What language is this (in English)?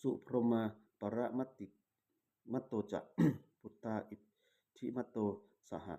Pali